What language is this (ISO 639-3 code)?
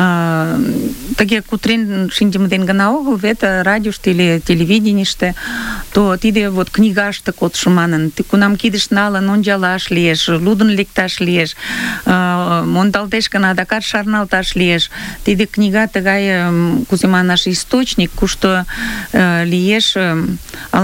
chm